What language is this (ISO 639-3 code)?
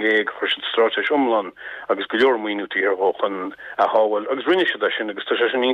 gle